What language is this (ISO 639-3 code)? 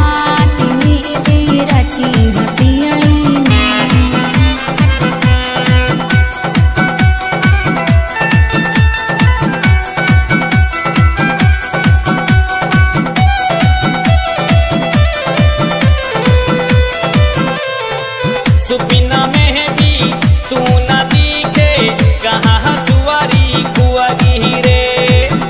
bho